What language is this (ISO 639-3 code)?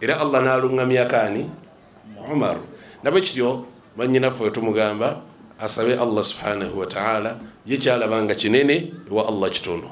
lug